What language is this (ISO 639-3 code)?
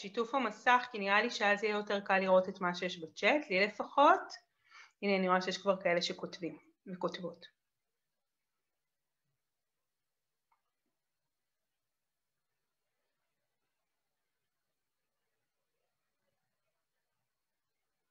heb